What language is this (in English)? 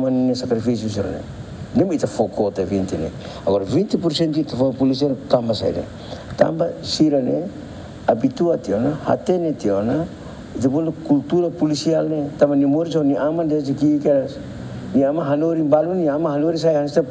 Tetum